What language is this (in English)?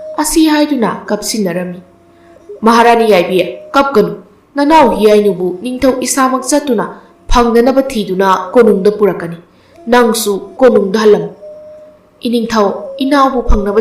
Manipuri